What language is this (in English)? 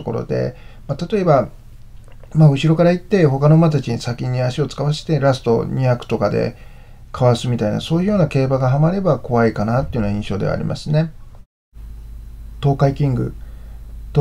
Japanese